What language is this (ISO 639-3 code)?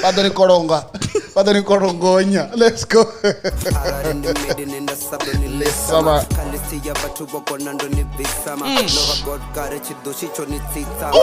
ven